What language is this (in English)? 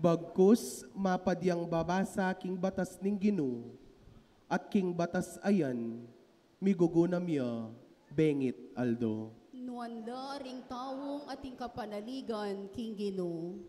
Pampanga